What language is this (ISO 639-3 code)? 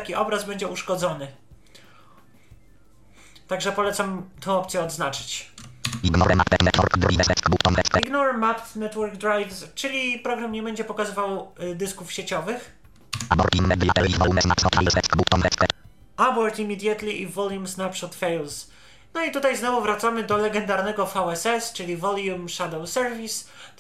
pol